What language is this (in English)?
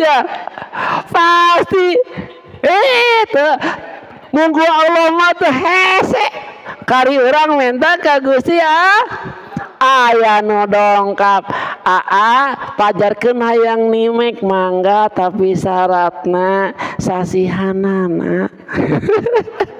Sundanese